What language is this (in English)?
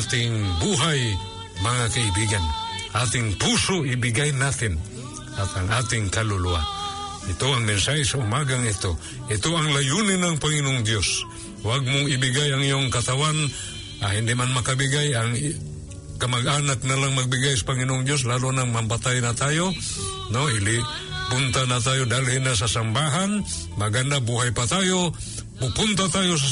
Filipino